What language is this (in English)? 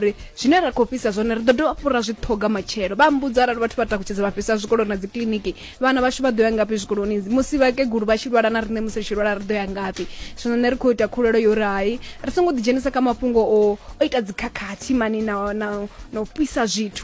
Venda